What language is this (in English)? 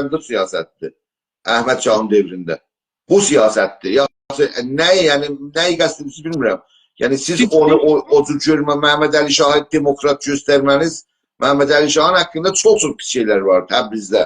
South Azerbaijani